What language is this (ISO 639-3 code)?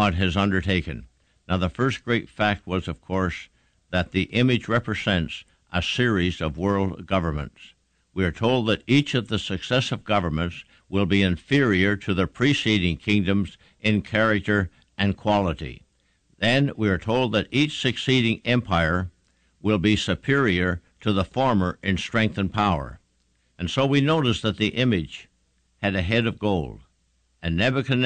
eng